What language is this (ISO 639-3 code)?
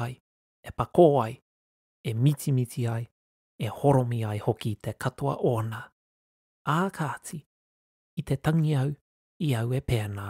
mri